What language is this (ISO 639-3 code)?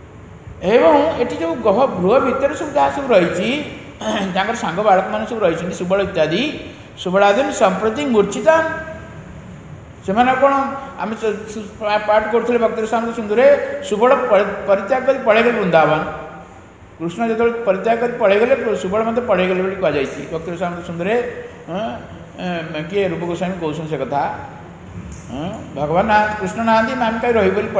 ori